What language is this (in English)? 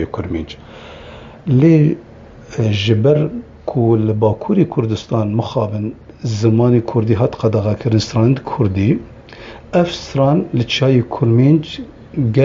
Kurdish